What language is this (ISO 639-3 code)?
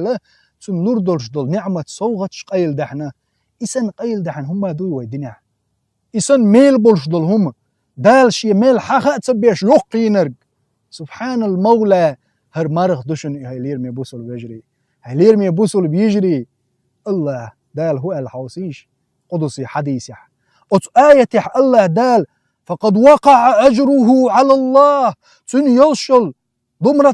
che